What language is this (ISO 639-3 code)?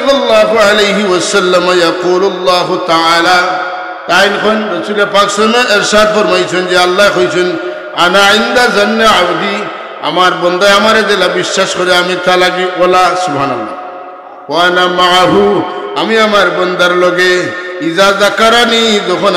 syl